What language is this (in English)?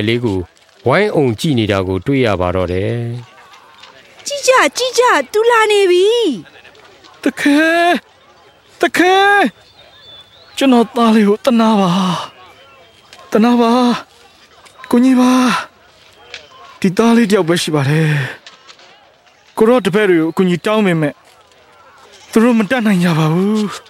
Burmese